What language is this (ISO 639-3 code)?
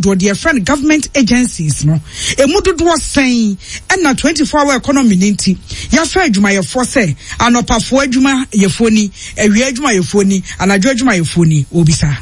aka